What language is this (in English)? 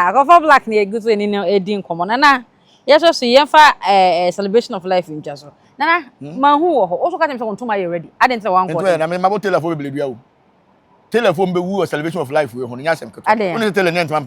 Akan